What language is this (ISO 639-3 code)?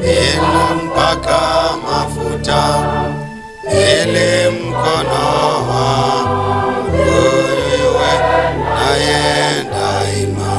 kam